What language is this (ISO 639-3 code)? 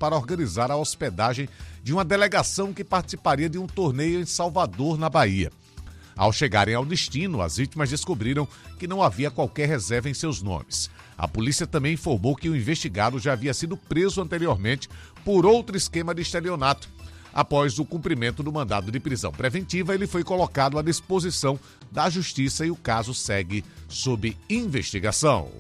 por